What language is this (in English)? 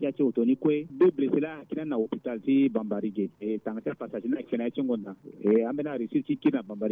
Sango